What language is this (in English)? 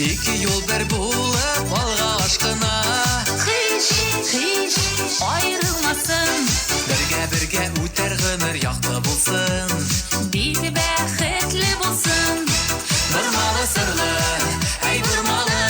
Tatar